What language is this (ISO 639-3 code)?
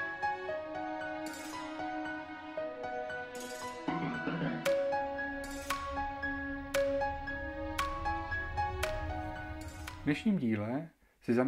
ces